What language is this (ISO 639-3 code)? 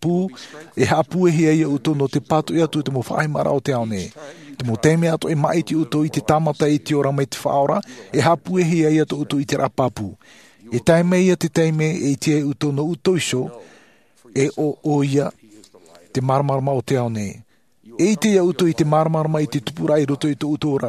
tah